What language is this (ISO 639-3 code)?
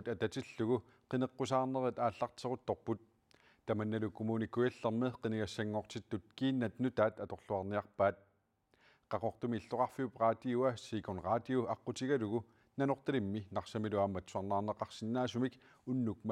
kal